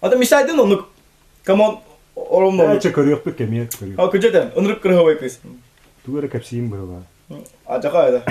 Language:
Yakut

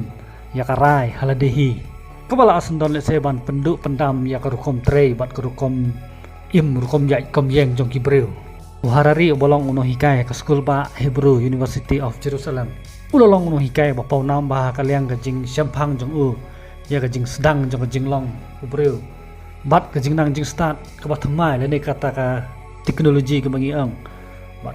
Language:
Khasi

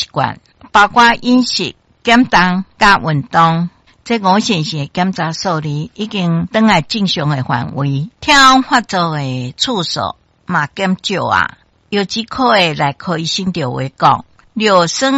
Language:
Min Nan Chinese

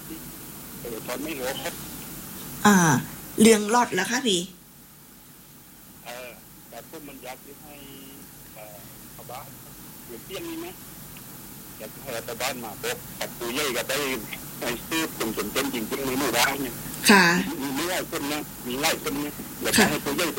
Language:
Thai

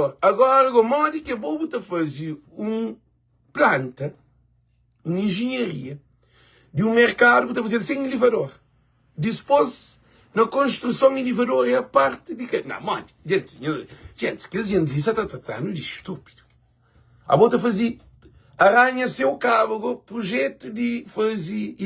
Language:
Kabuverdianu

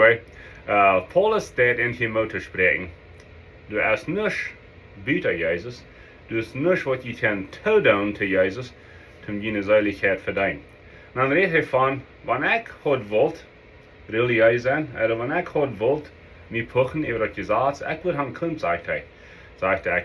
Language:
Plautdietsch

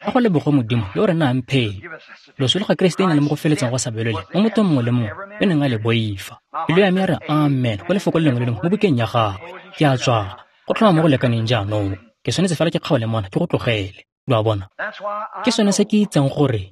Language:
Tswana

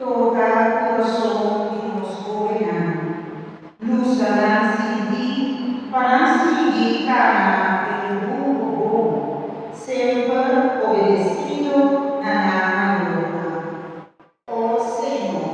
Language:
Papiamento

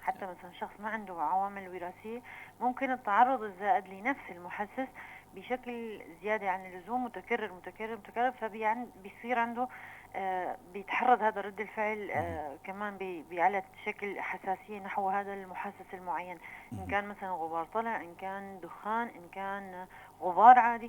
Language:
North Levantine Arabic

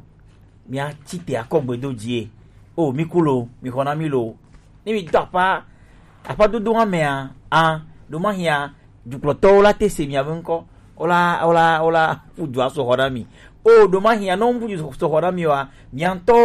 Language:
Gen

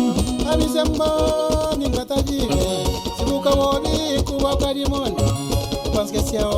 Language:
Kabuverdianu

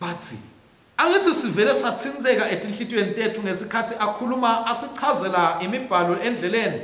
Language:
Swati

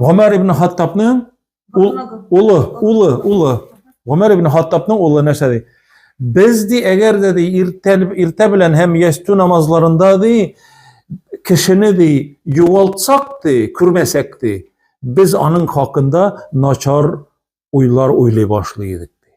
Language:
Tatar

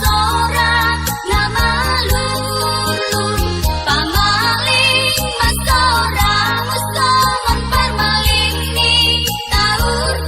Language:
Batak Simalungun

